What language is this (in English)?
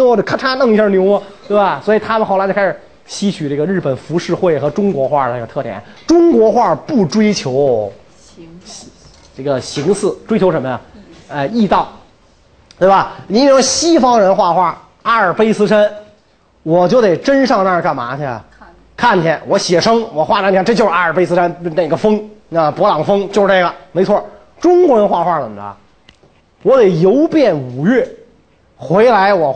Chinese